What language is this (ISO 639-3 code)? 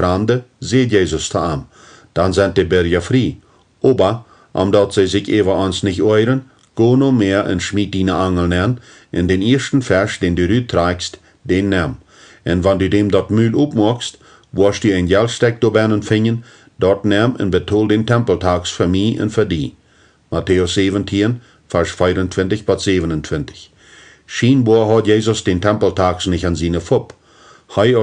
pdt